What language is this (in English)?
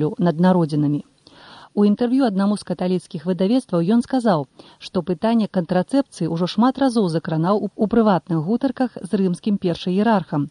Belarusian